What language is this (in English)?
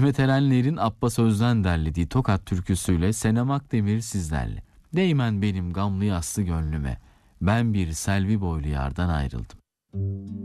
Turkish